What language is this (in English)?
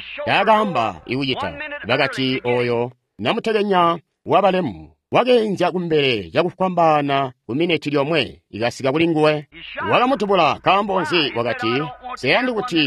Tonga (Zambia)